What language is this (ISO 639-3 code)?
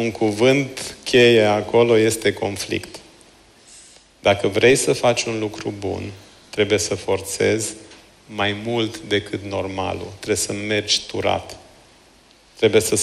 ron